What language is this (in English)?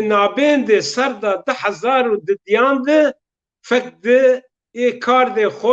Zaza